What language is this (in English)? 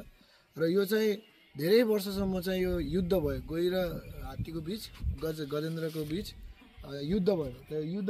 Nepali